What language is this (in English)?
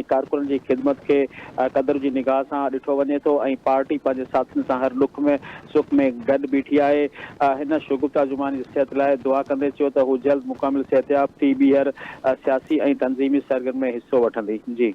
Sindhi